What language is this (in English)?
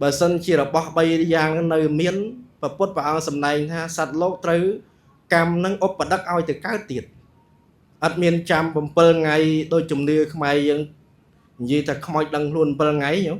Khmer